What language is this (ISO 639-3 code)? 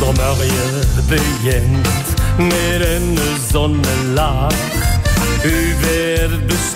lim